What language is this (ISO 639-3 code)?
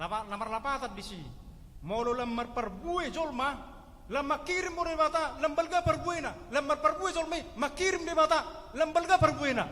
bbc